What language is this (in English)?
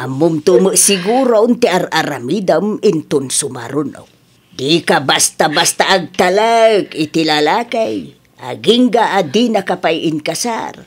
Iloko